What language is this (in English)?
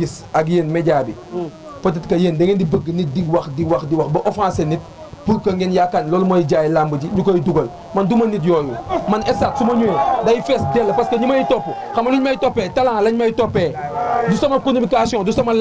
Wolof